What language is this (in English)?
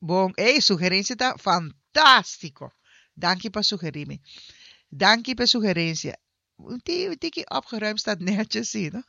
Papiamento